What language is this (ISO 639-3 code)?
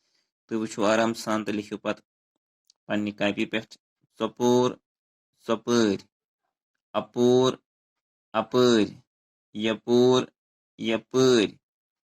kas